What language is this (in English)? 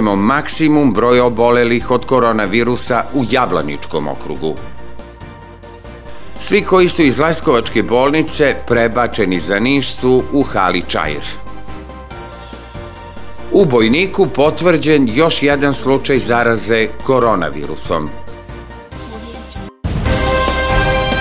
Serbian